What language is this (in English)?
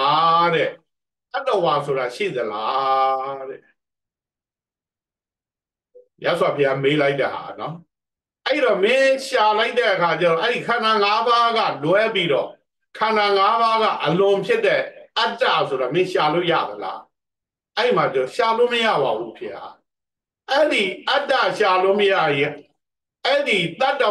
Burmese